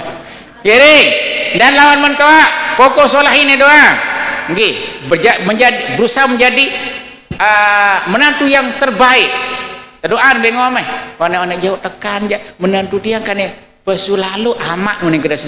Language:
Sasak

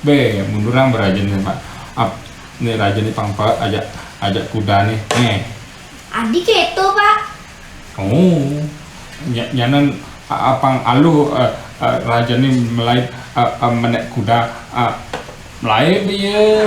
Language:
Balinese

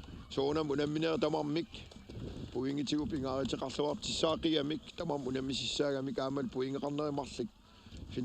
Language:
Kalaallisut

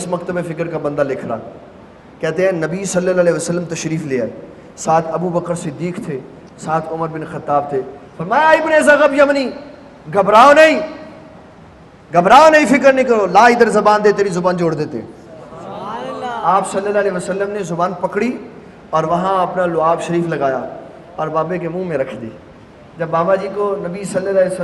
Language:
Urdu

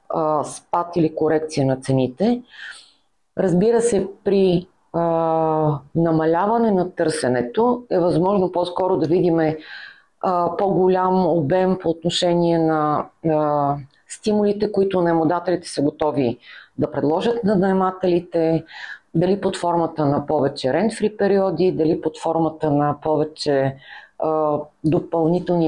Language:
Bulgarian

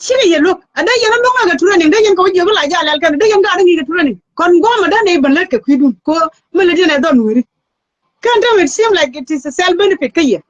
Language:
Nuer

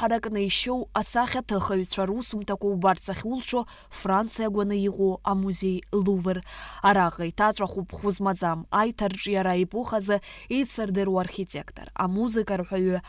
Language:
Abkhazian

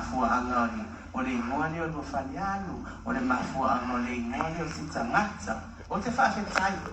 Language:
Samoan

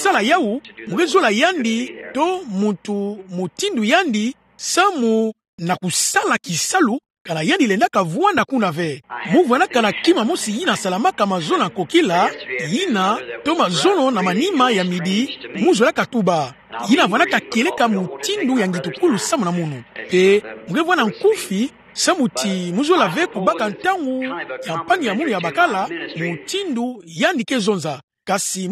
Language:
Kituba (Democratic Republic of Congo)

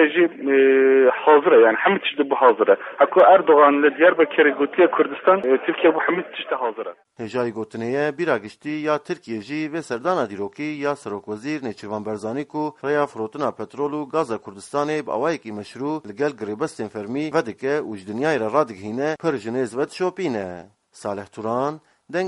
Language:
Kurdish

